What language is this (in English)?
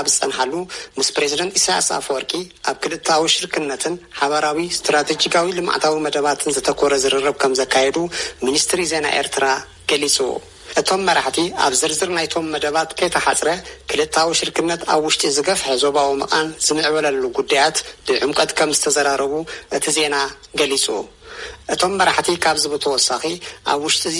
Tigrinya